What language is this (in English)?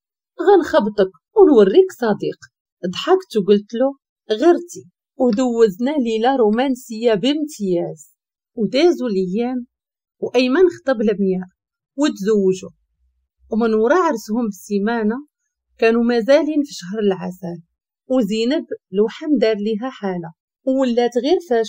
Moroccan Arabic